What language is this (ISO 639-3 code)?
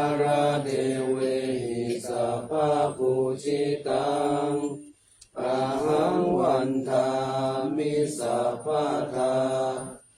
pli